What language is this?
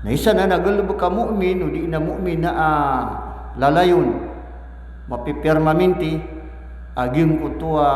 Maranao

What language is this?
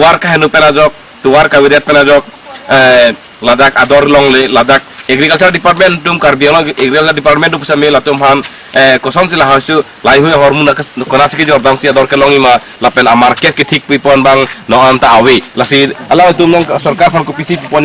Karbi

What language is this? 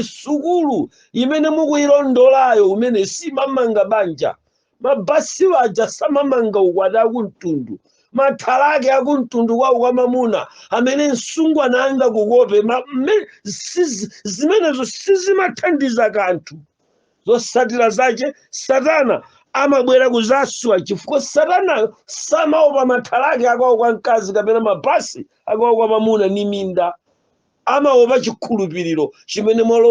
Nyanja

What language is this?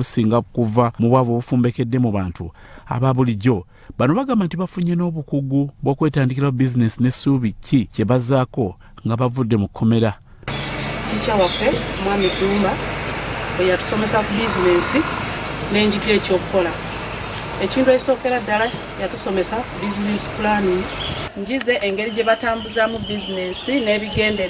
Ganda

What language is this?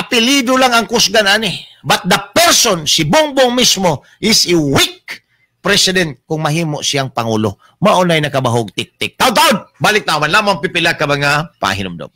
Cebuano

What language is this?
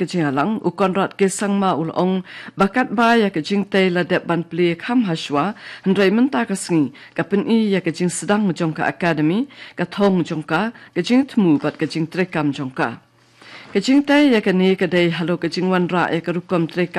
Khasi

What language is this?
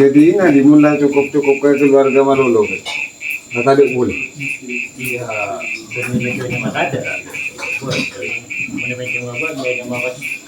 Madurese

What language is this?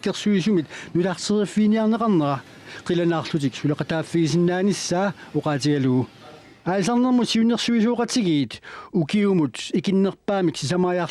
Kalaallisut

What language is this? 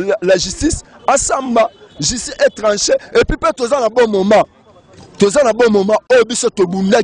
Lingala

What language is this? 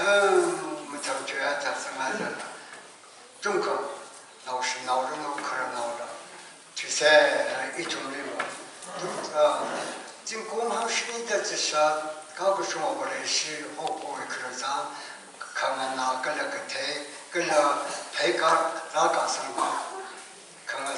Tangkhul Naga (India)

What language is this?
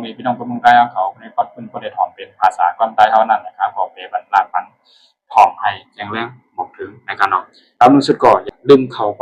Shan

